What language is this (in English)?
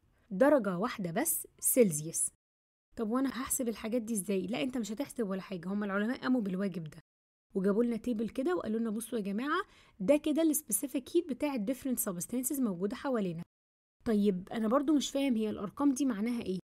Egyptian Arabic